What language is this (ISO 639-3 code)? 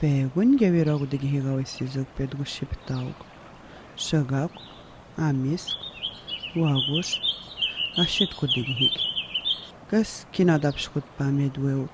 atj